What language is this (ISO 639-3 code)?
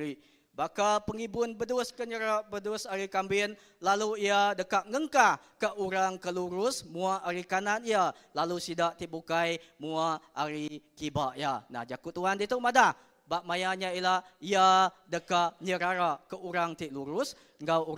iba